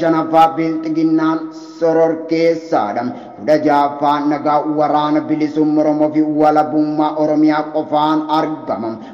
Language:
Oromo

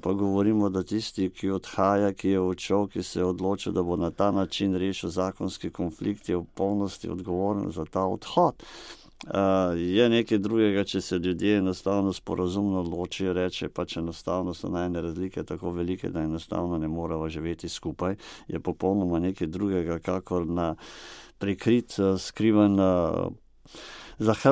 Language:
Slovenian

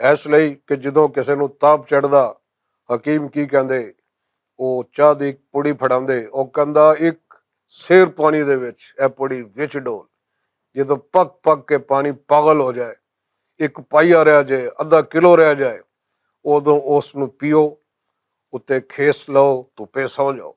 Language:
Western Panjabi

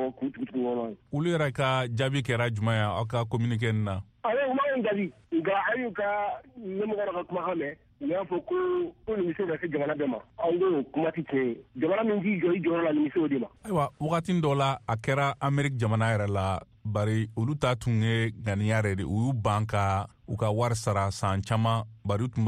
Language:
Bambara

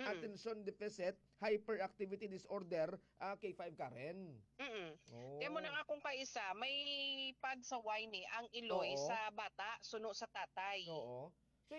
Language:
Hiligaynon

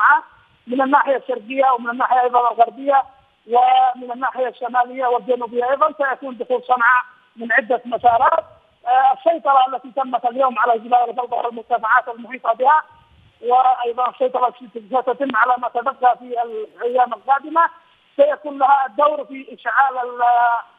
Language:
Arabic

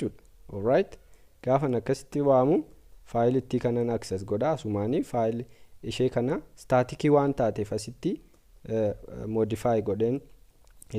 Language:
Oromo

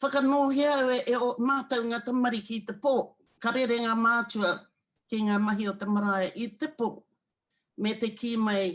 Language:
Māori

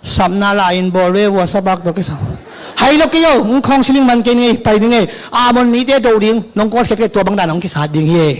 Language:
Tedim Chin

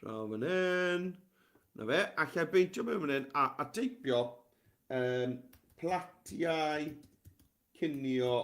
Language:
Welsh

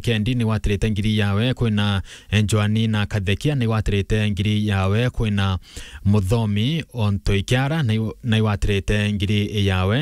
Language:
Meru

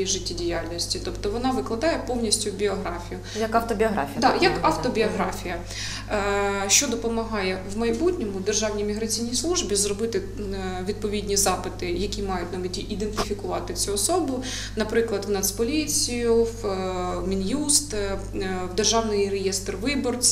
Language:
Ukrainian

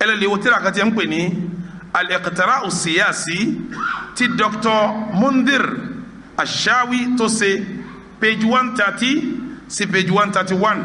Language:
Yoruba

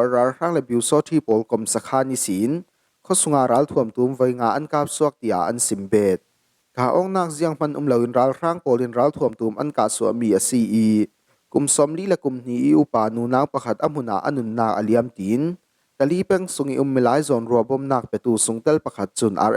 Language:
Falam Chin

